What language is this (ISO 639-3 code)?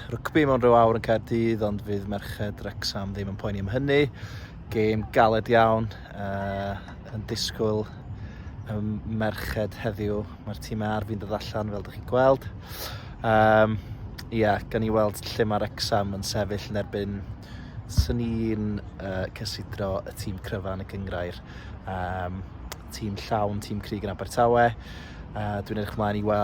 cym